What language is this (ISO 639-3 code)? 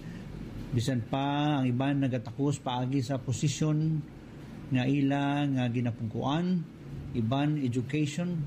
hil